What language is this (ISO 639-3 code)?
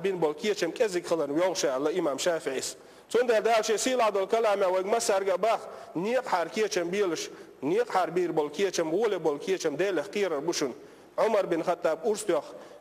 che